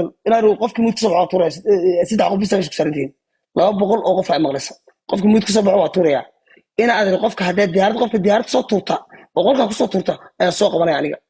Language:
Somali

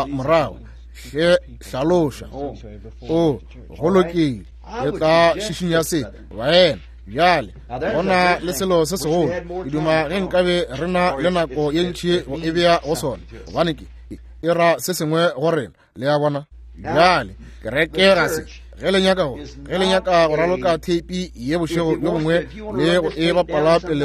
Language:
Northern Sotho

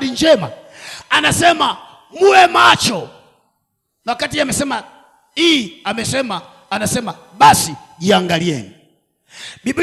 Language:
Swahili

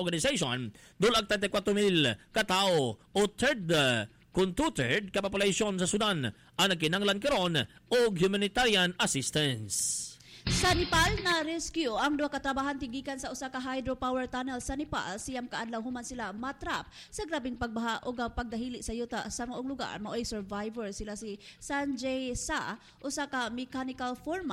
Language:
Cebuano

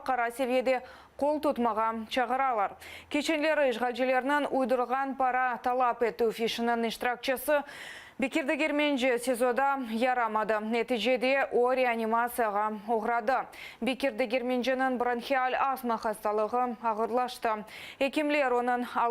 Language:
Crimean Tatar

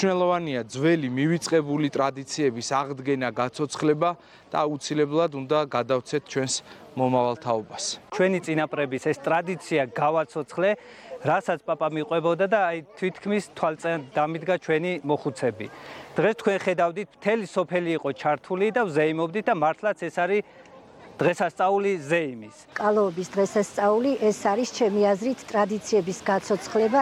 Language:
Georgian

